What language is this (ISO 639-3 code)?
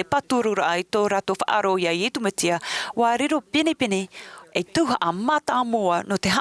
tah